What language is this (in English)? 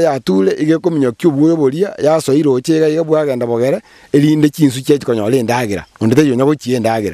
Gusii